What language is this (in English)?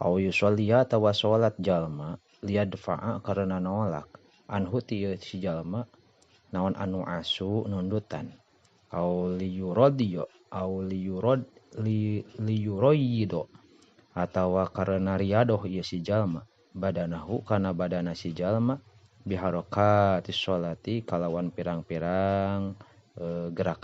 Sundanese